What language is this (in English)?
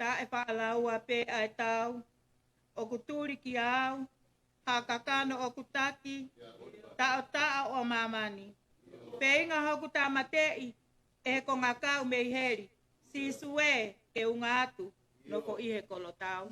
Tongan